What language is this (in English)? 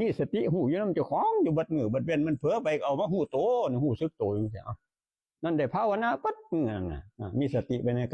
Northeastern Thai